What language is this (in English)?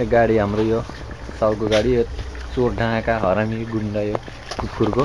Nepali